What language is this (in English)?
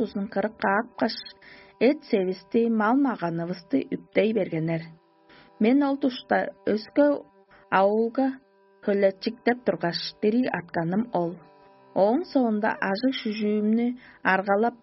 Tuvinian